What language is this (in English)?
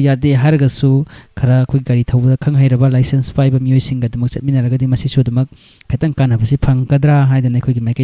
Manipuri